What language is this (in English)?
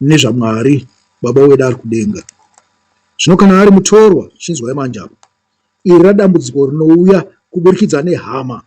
Shona